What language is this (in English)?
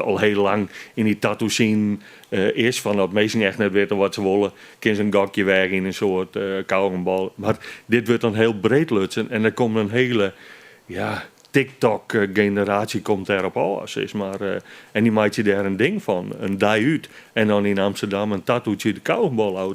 Western Frisian